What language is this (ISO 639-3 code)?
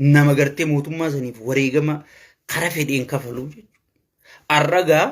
orm